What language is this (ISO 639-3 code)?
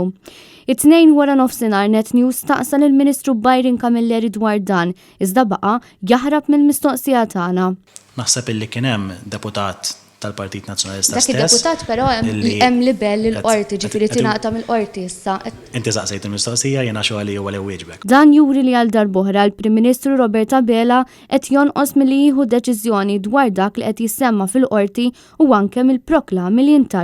mlt